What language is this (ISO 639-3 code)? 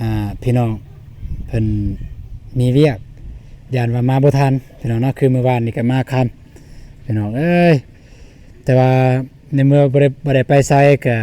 lao